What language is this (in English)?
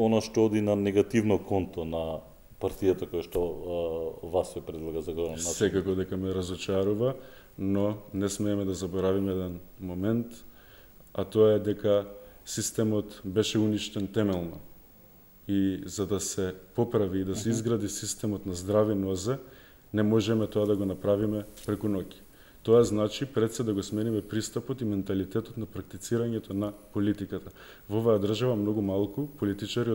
Macedonian